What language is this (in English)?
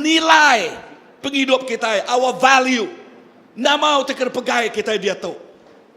Iban